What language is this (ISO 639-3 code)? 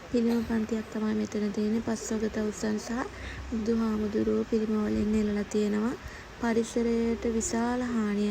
sin